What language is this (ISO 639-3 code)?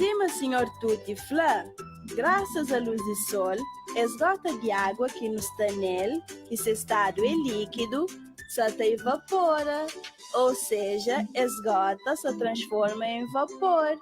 kea